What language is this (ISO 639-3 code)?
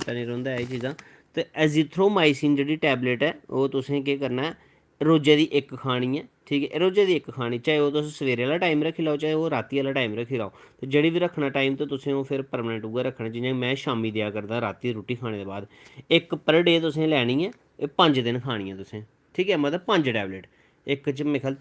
doi